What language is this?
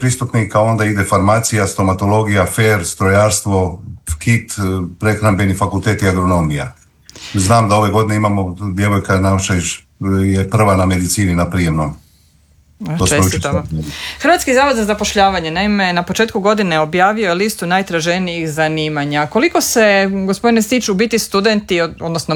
Croatian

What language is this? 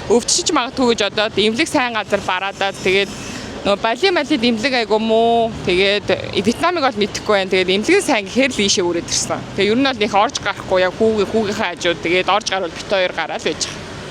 Mongolian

